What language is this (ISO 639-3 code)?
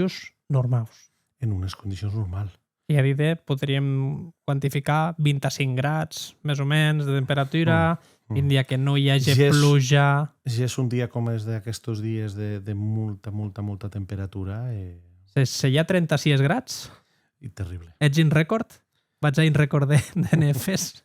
oci